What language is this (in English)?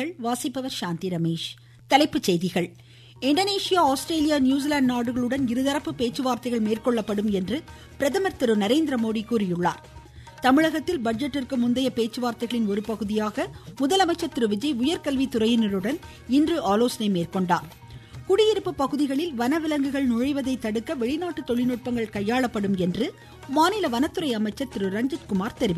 Tamil